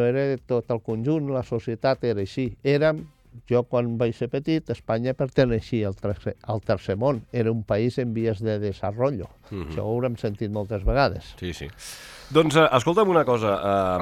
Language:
Catalan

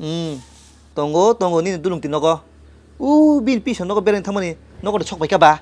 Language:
Kok Borok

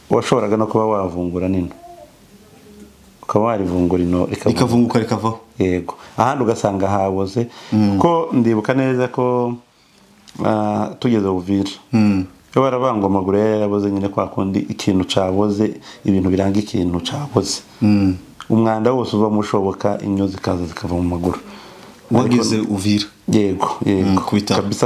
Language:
Kinyarwanda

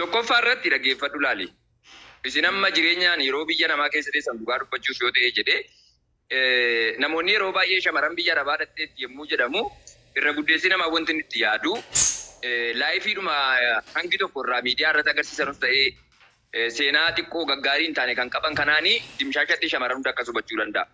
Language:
Oromo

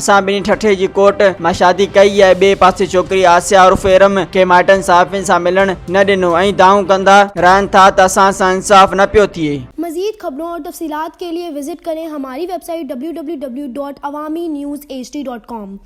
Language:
Sindhi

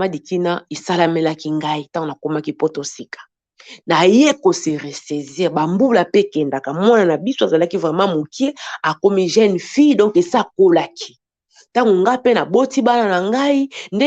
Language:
Lingala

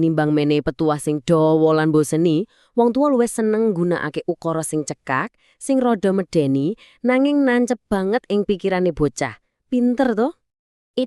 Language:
Javanese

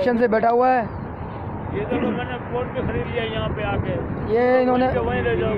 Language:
Hindi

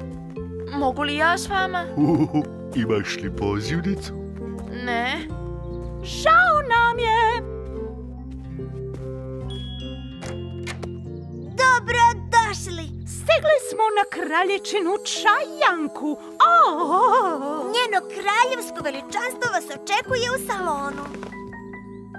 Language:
Serbian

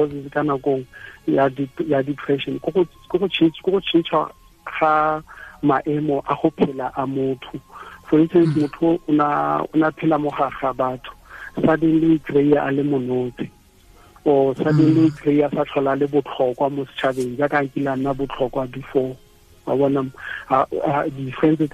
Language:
Tswana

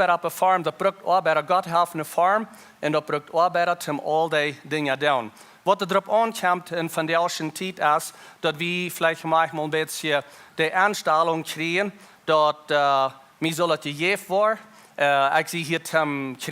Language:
Plautdietsch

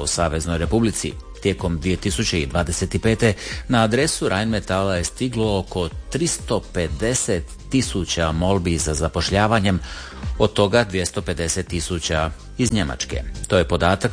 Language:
Croatian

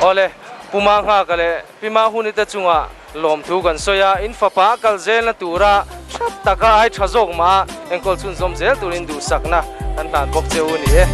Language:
Mizo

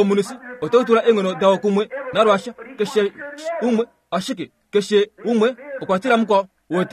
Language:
Kuanyama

